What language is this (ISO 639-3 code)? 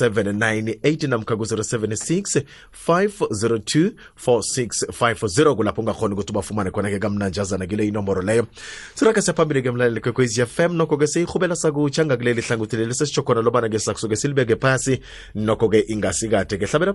nbl